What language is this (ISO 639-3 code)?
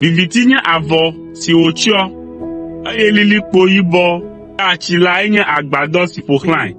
ewe